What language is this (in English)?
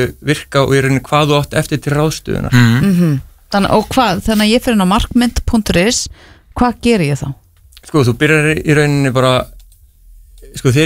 Icelandic